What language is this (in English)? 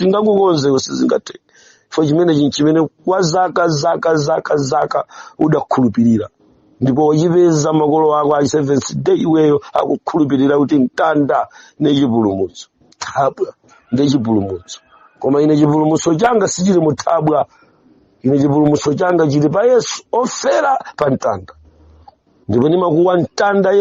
Nyanja